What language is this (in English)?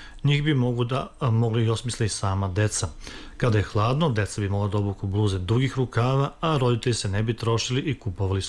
Serbian